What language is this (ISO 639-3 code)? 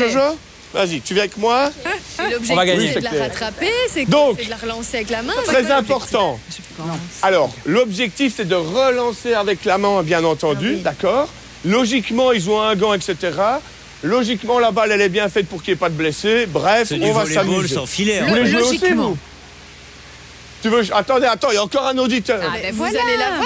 fra